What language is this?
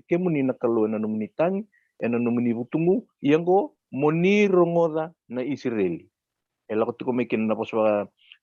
Fijian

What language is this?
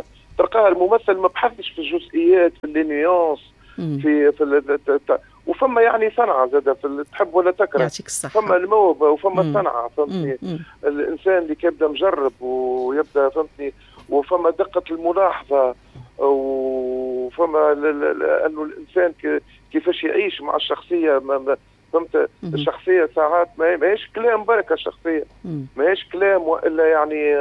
Tunisian Arabic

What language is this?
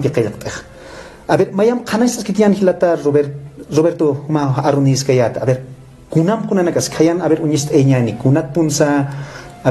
Aymara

